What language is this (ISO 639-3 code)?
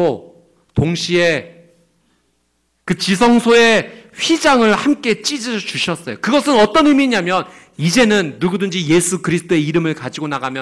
kor